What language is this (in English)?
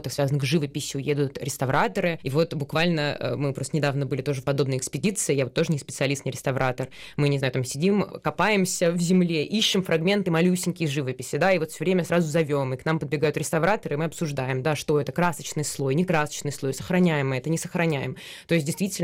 Russian